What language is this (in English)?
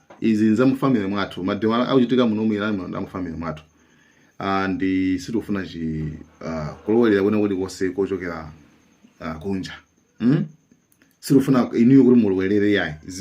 Nyanja